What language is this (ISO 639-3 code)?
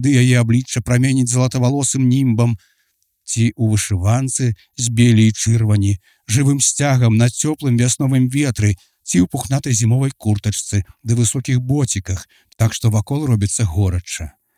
bel